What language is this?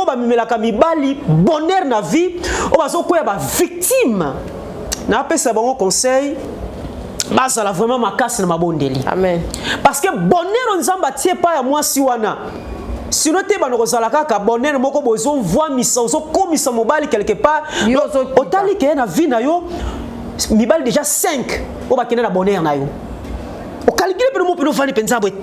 Lingala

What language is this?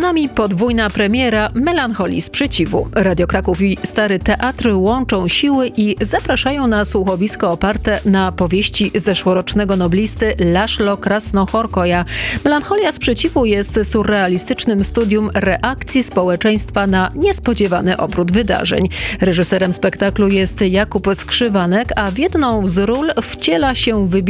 Polish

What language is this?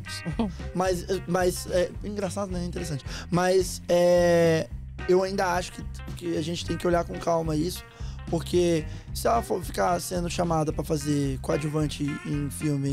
Portuguese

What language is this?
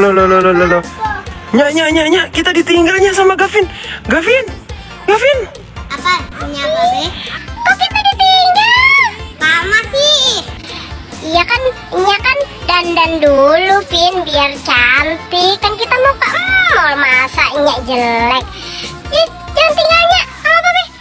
Betawi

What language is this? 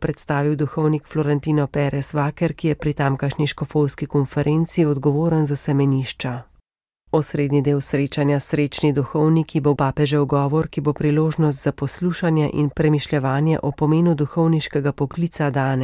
Slovenian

